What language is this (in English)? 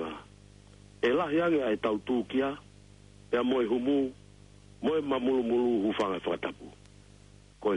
Tongan